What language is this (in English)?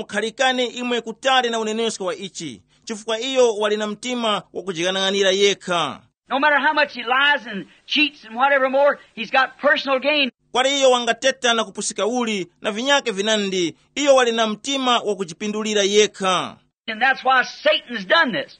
Tumbuka